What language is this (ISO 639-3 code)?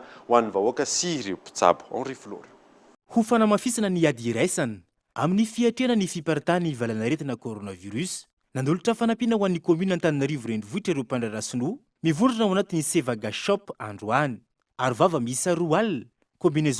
mlg